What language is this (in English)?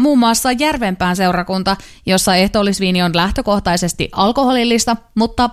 Finnish